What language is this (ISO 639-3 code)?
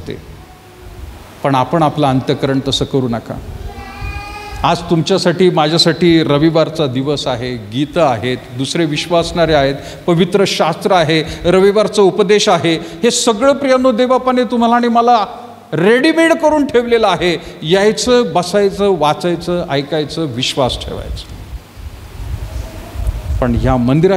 mar